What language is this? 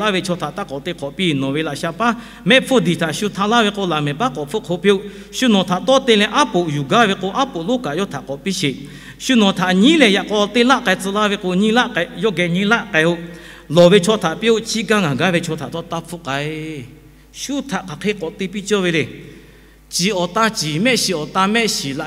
Lahu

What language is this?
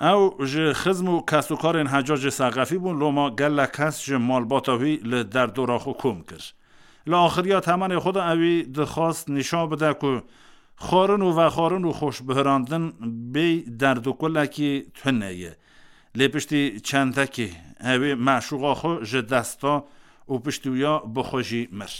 Kurdish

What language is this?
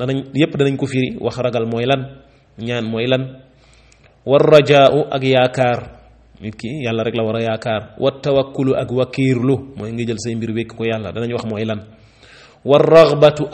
Wolof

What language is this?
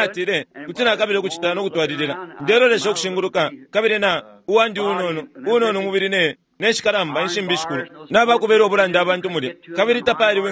Bemba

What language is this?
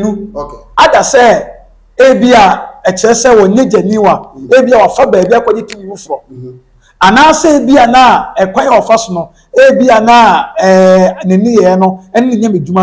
Akan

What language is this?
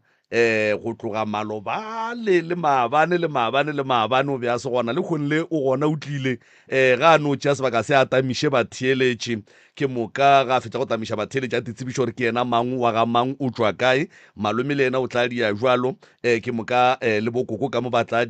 Northern Sotho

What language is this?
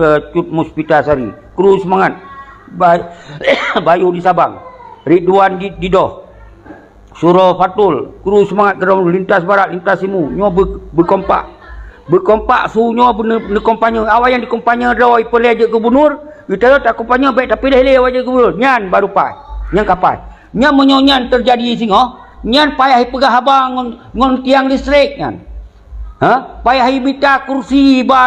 Achinese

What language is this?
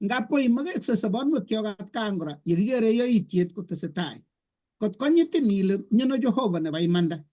Kalenjin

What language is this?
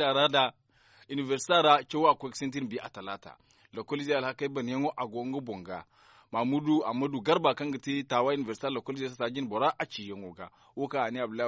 Zarma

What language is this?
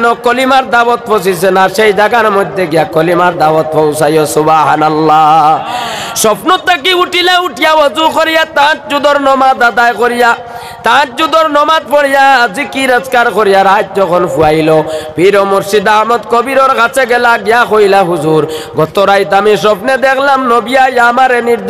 Sylheti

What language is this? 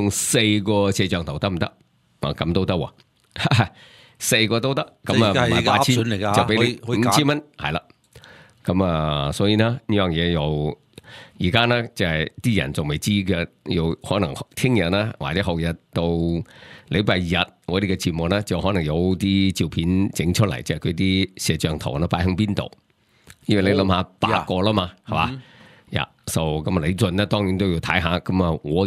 Cantonese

